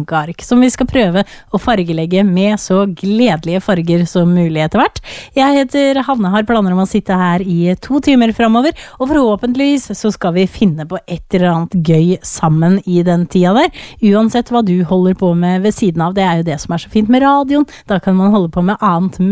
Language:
Norwegian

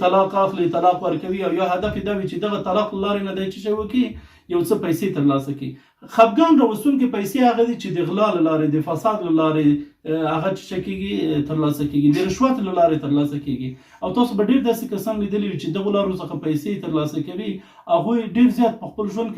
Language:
Pashto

